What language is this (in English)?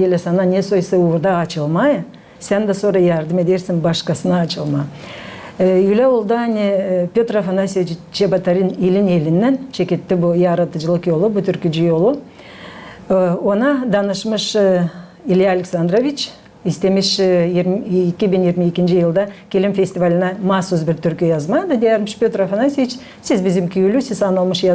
Gagauz